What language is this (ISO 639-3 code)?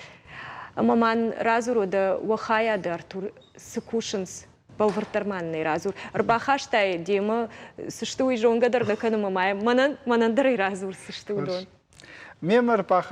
oss